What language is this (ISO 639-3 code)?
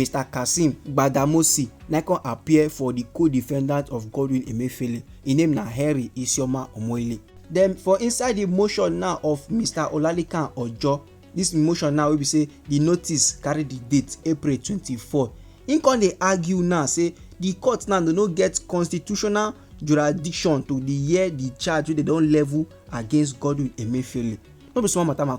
pcm